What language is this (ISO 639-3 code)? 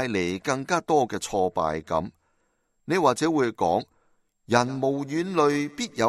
yue